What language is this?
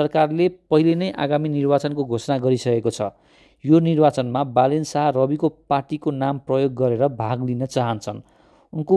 Nepali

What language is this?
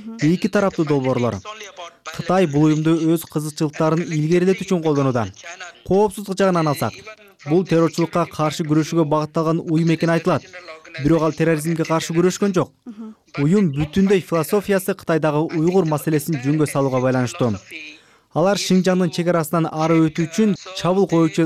Kyrgyz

